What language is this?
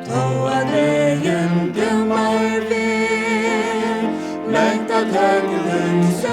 Faroese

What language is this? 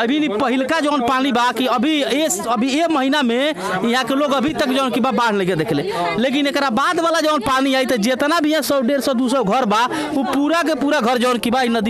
Bhojpuri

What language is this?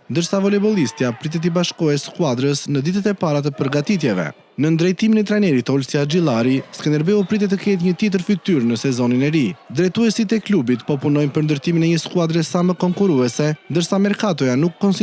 Albanian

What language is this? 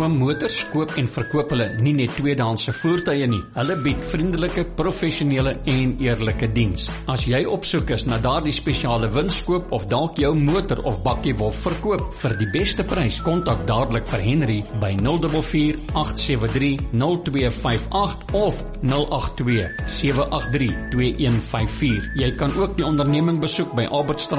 Afrikaans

